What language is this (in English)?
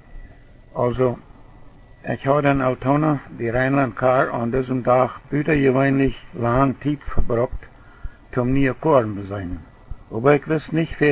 Plautdietsch